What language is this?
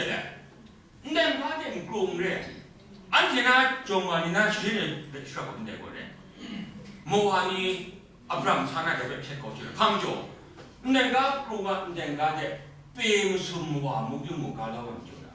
Kachin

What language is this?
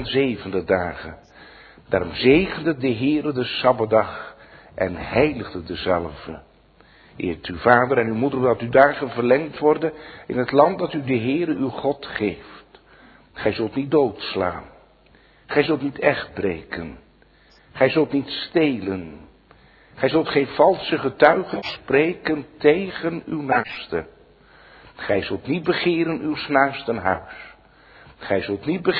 Dutch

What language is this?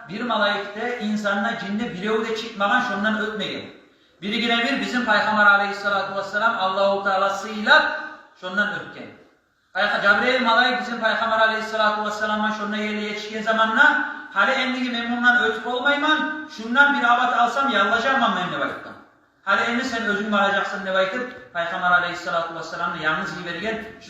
Kumyk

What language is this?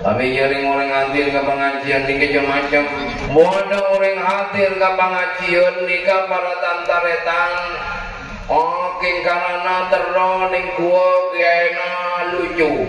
Madurese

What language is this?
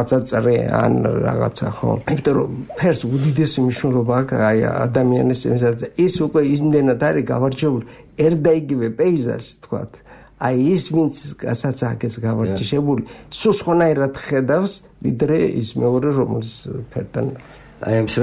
Georgian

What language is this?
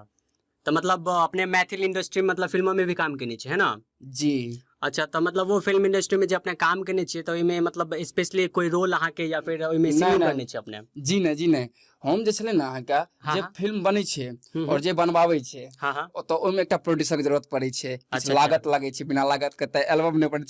Maithili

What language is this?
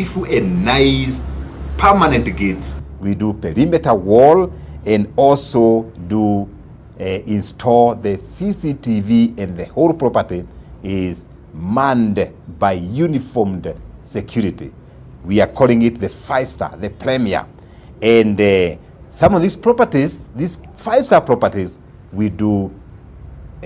Kalenjin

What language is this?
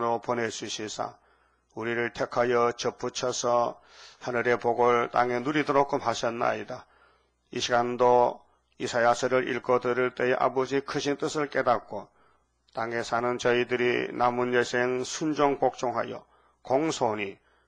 Korean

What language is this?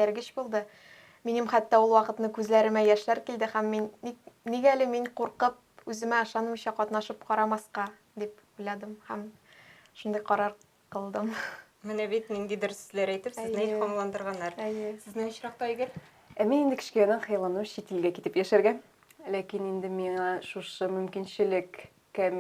Tatar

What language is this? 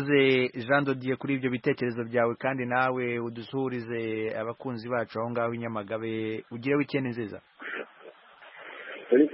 Kinyarwanda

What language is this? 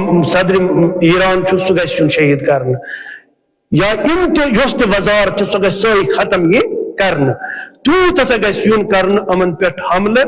Kashmiri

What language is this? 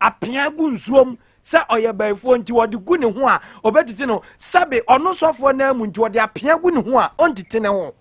Akan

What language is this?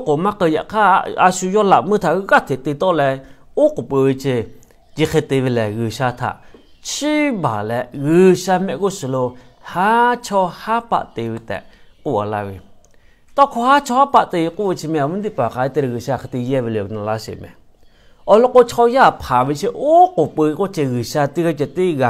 Lahu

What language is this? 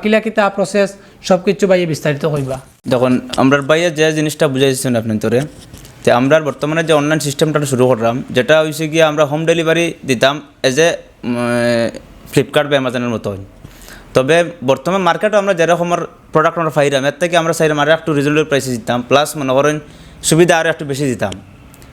Sylheti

